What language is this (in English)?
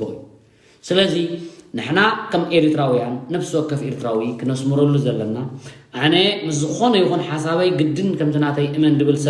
Tigrinya